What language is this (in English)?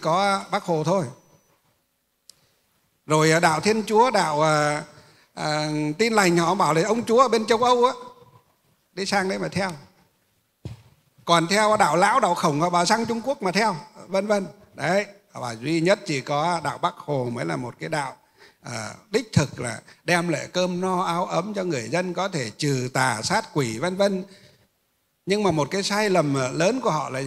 Vietnamese